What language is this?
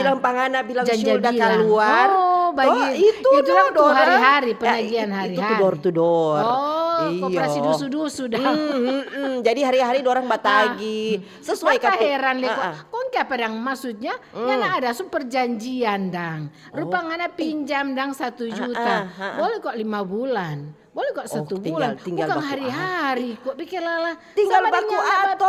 Manado Malay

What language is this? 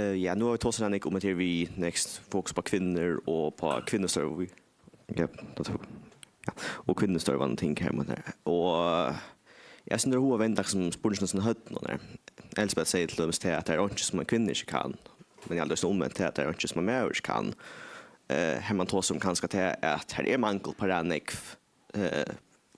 Faroese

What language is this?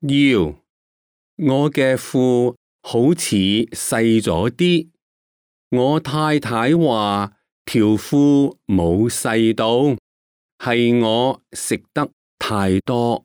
Cantonese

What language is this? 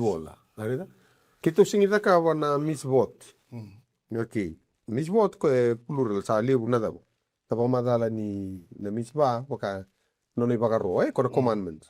Fijian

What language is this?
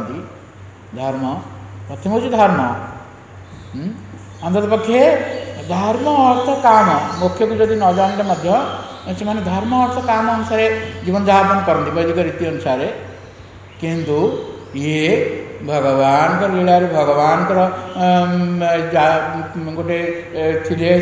Odia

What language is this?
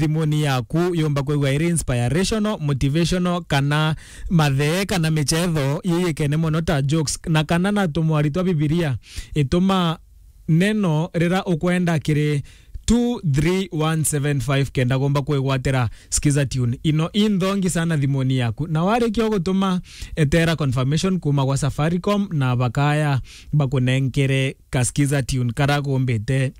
Meru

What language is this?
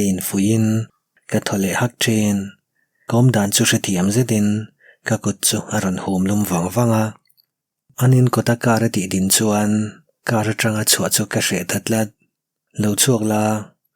Mizo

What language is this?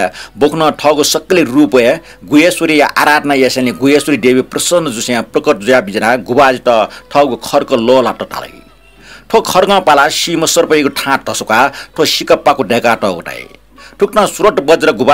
Newari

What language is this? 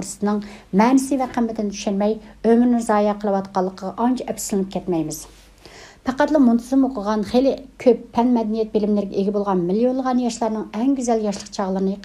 Uyghur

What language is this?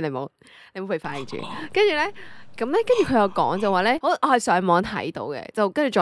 Cantonese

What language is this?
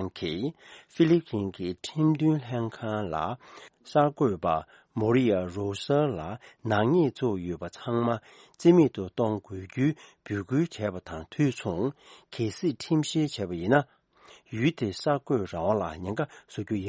Tibetan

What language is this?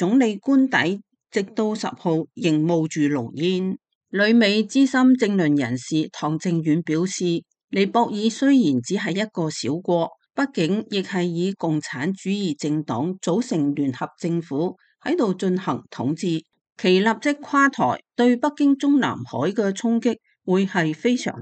Cantonese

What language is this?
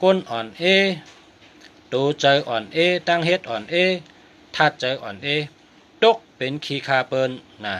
Shan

